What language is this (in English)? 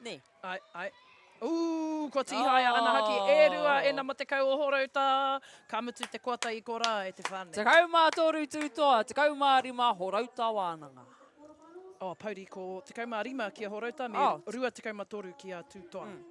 Māori